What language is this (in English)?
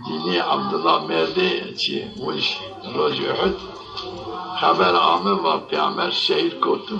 Zaza